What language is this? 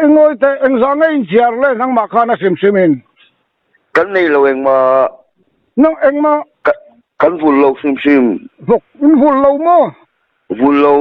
Mizo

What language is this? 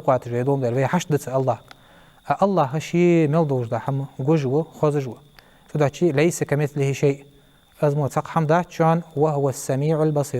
Ingush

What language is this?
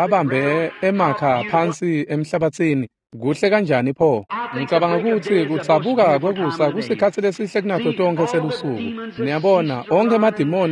Swati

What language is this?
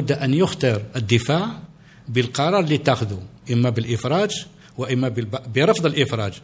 Arabic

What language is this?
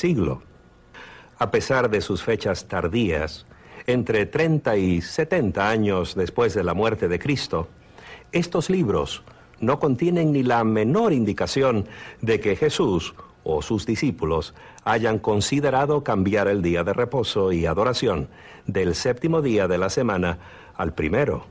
Spanish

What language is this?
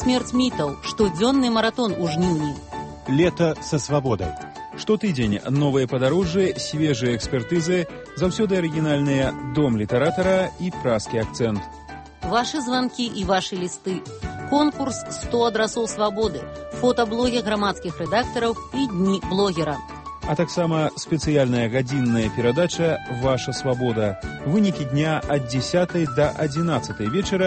Belarusian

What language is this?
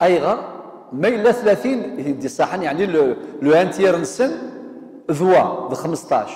Kabyle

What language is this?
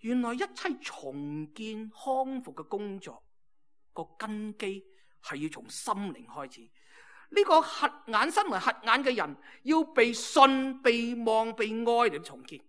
Cantonese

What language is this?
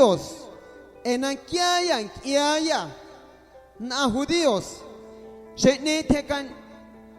Guerrero Amuzgo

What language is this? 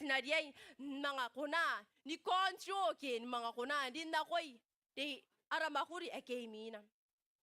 Gilbertese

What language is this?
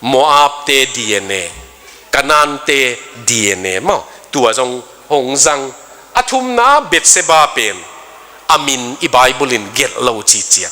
Tedim Chin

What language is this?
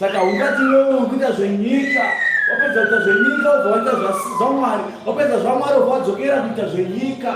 Shona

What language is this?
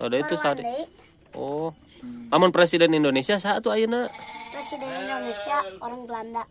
Sundanese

